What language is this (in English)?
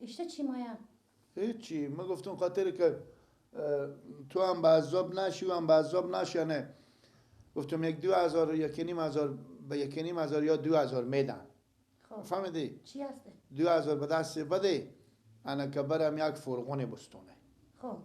Persian